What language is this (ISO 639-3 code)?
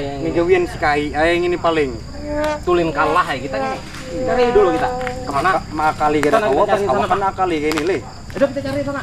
bjn